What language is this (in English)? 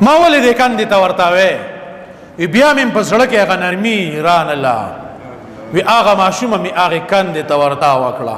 Pashto